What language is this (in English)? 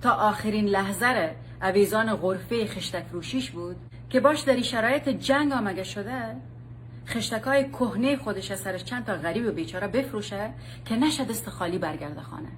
Persian